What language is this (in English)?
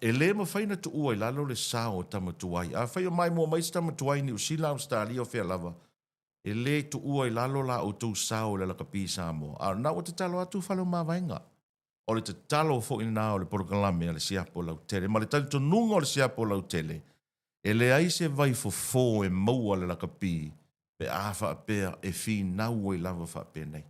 Samoan